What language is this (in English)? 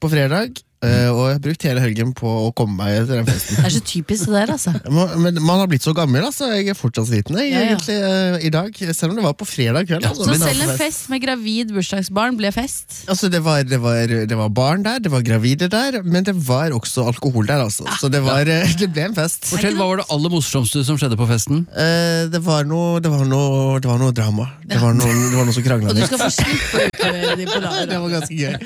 Norwegian